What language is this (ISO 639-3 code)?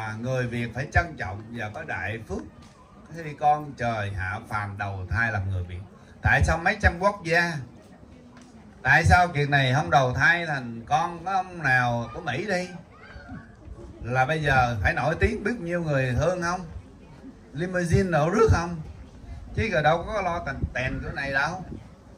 vie